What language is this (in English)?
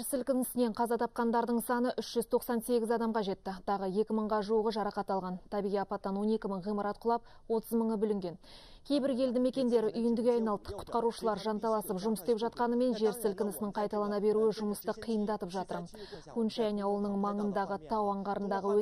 Kazakh